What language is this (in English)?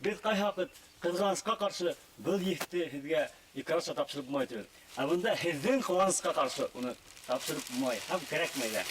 Bashkir